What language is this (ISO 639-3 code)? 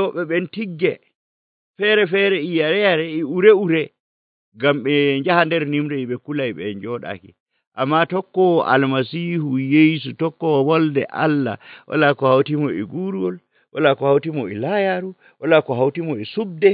fuv